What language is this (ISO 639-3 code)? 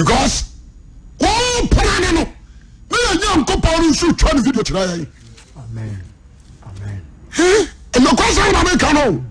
aka